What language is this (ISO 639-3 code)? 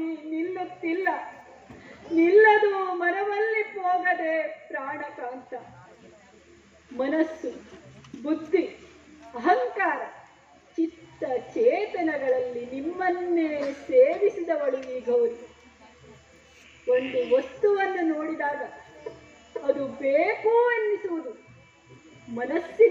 kan